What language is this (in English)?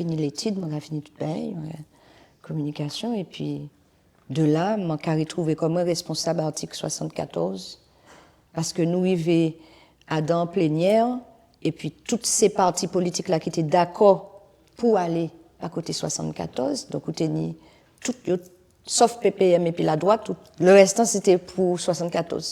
Guadeloupean Creole French